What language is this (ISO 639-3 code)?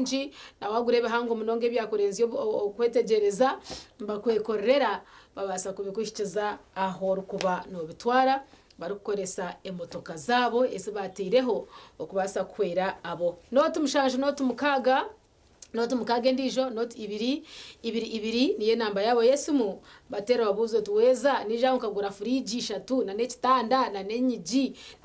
nyn